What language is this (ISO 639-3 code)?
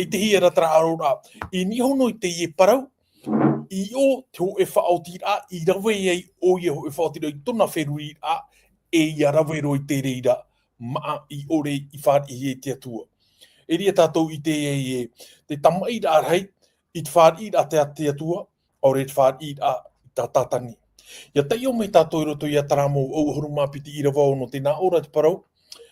tah